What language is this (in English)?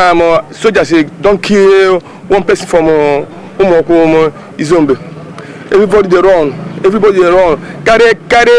Nigerian Pidgin